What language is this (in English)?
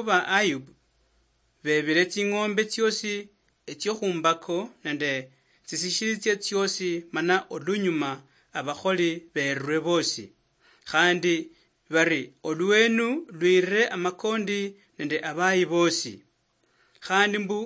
Luyia